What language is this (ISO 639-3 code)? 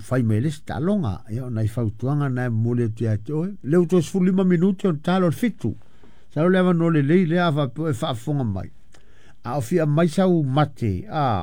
smo